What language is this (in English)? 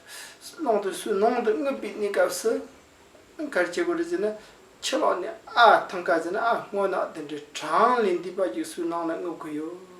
Tibetan